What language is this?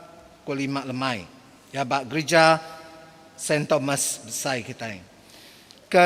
Iban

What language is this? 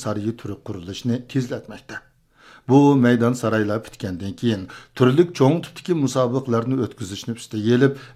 Uyghur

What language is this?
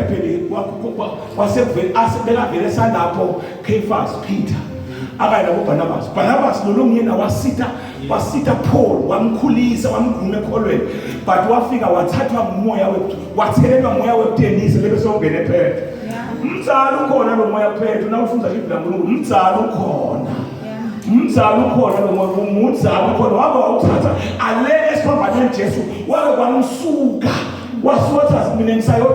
Zulu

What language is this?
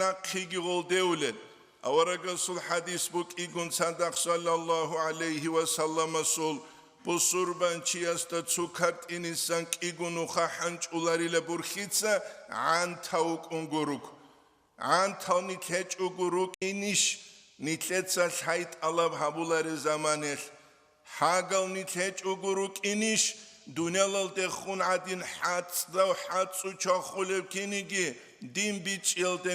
Avaric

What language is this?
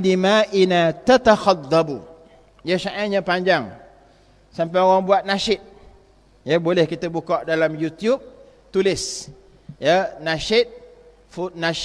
Malay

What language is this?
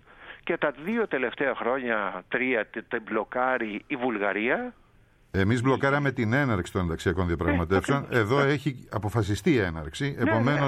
Greek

